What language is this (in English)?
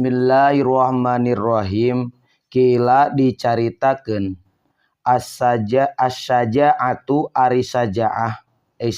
Sundanese